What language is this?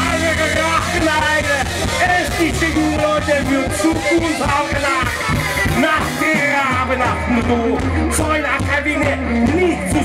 Estonian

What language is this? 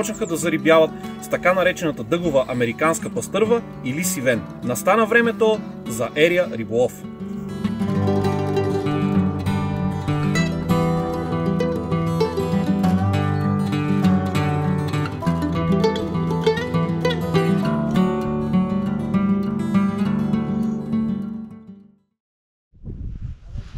Bulgarian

